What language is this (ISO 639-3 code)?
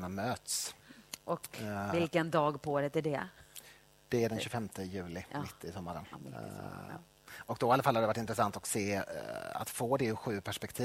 swe